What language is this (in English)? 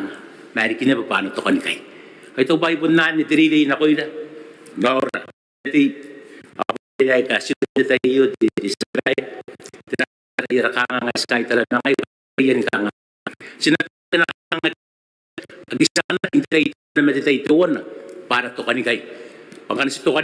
Gilbertese